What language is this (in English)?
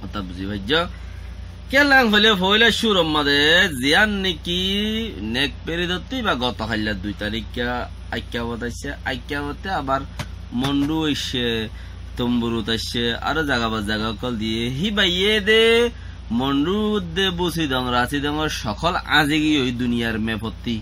Rohingya